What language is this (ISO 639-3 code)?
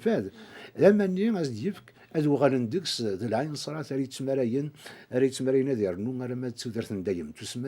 kab